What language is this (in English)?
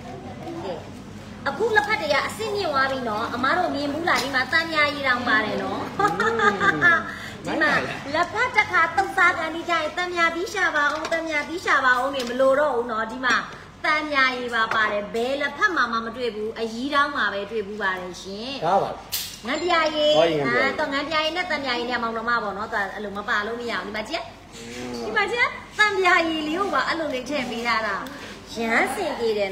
Burmese